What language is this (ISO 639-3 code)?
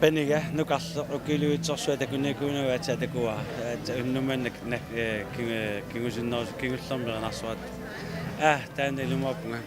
kal